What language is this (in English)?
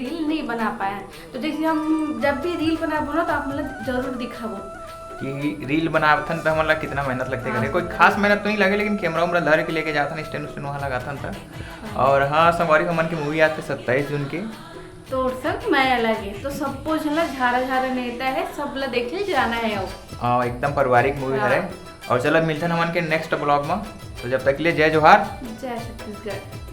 Chhattisgarhi